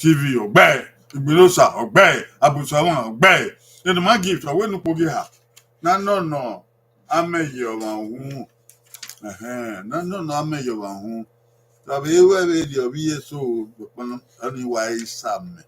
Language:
Bini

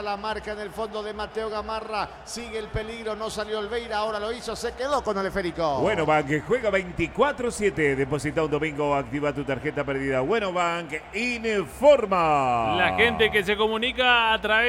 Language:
Spanish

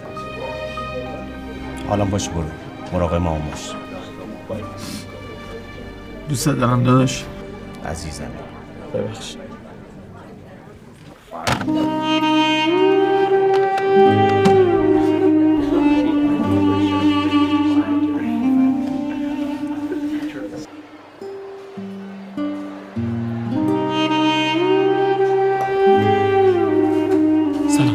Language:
Persian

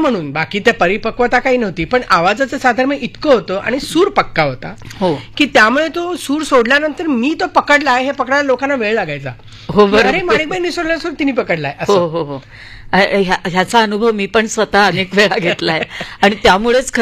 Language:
Marathi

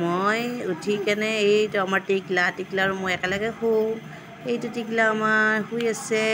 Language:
Assamese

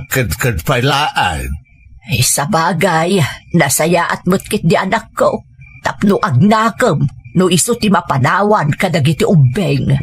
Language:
Iloko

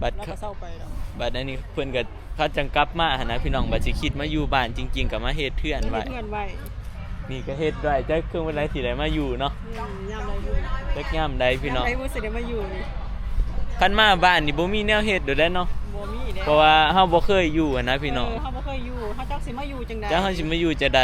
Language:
Northeastern Thai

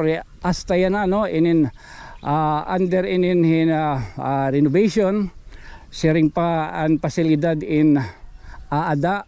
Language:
Waray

